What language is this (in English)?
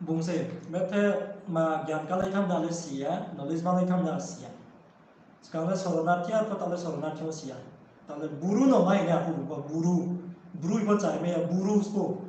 Riang (India)